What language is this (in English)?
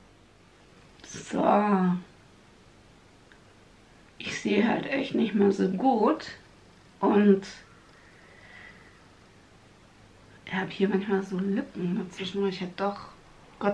German